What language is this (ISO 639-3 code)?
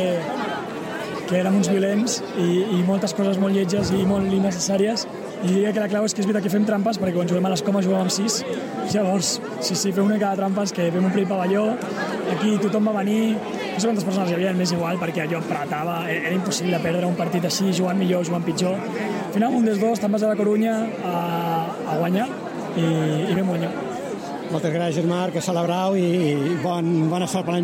cat